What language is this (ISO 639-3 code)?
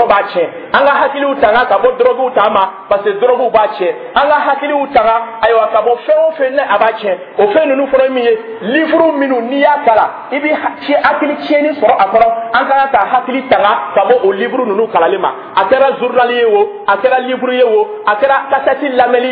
dyu